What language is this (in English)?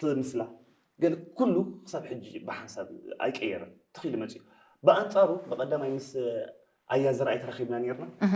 Tigrinya